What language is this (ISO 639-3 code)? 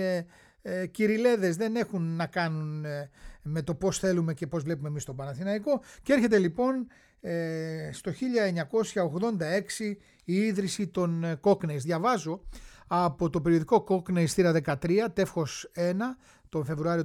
ell